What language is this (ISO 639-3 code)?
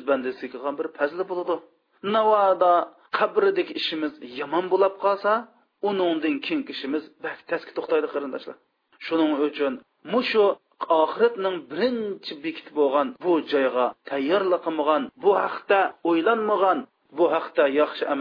uig